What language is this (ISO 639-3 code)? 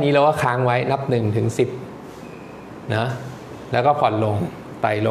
tha